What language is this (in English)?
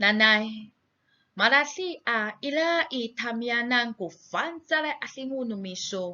Amis